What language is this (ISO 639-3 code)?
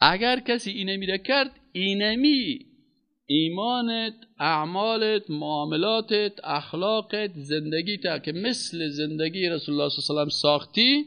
fas